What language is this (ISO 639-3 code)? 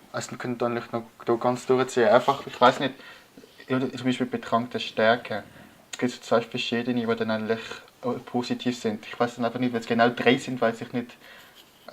gsw